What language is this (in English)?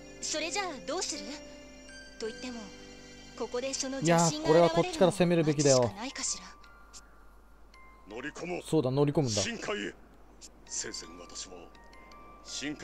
Japanese